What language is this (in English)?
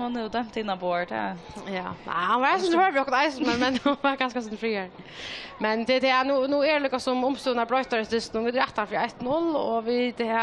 Faroese